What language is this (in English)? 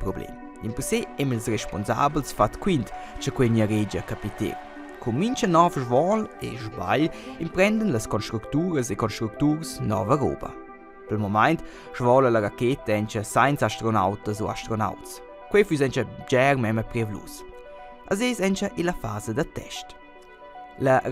Romansh